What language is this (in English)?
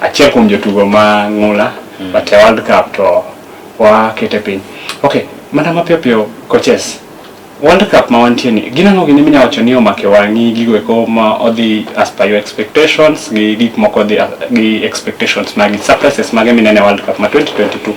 Luo (Kenya and Tanzania)